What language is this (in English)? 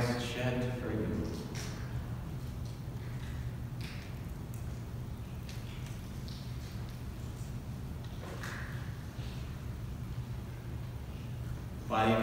English